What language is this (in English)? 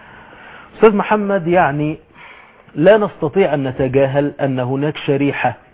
Arabic